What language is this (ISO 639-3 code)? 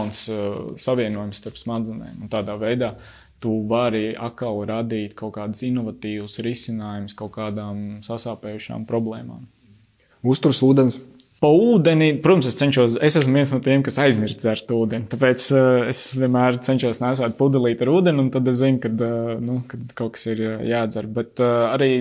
lav